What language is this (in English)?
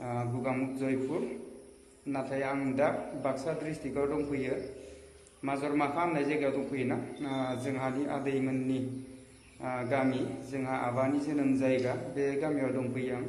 Bodo